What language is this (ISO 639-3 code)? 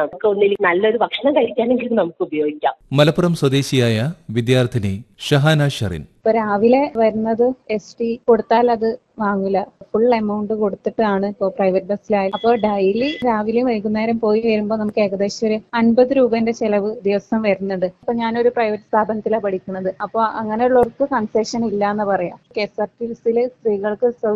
mal